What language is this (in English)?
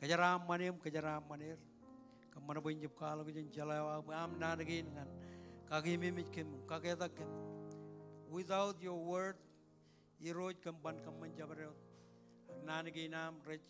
Marshallese